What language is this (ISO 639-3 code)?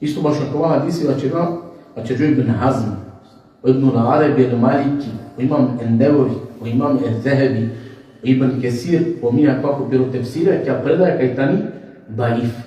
rmn